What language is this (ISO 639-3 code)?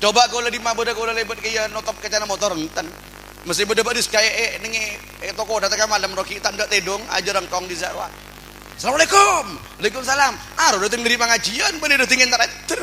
mad